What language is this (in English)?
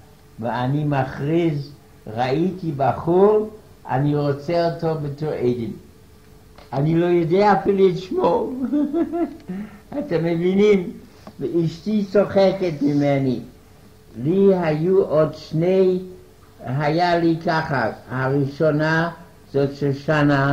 Hebrew